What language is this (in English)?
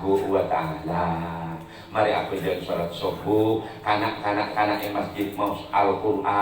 Madurese